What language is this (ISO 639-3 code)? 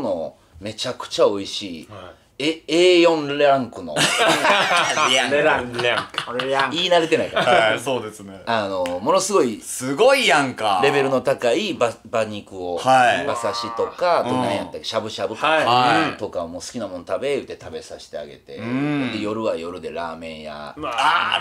jpn